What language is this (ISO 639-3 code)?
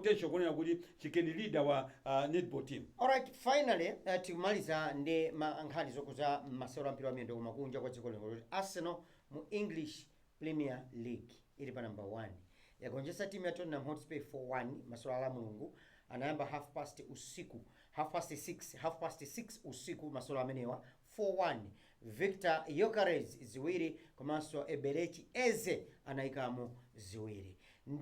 nya